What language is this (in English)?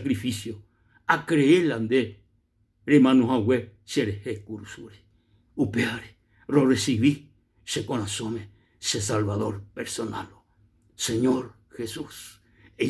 Guarani